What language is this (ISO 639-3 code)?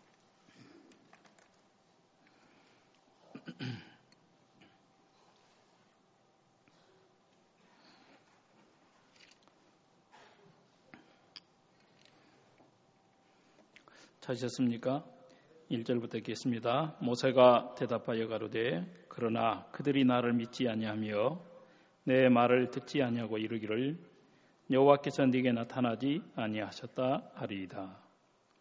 kor